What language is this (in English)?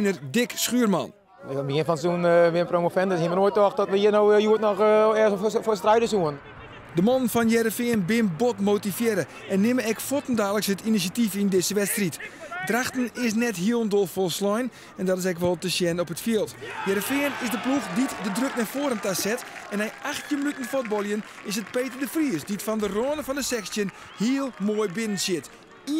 Western Frisian